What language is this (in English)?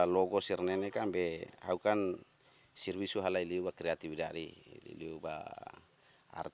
Tetum